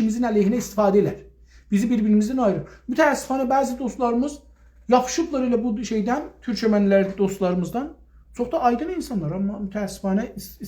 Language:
South Azerbaijani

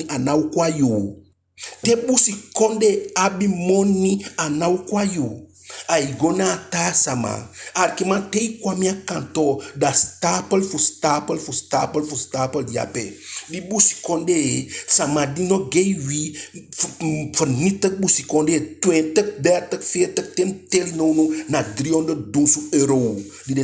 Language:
Eastern Maroon Creole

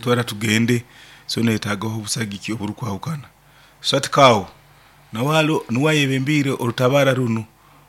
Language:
Nyankole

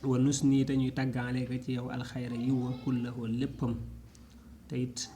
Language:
Wolof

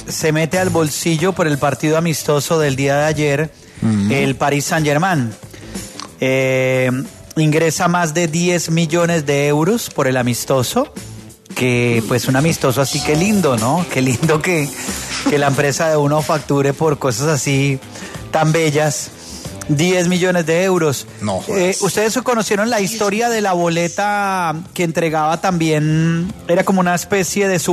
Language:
Spanish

